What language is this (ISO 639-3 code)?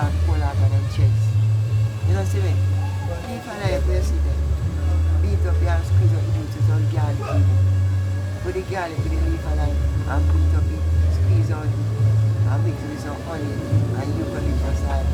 jam